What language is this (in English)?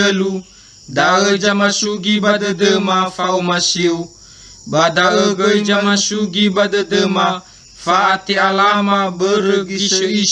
Nias